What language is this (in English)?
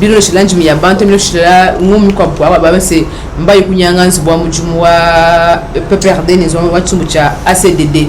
Luba-Lulua